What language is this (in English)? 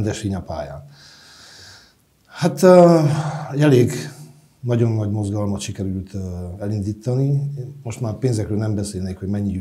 Hungarian